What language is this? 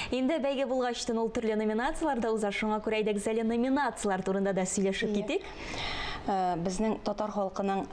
Tatar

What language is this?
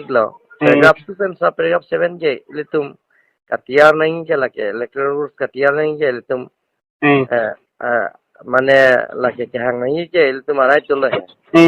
Karbi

